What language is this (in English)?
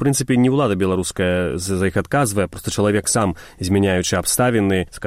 Belarusian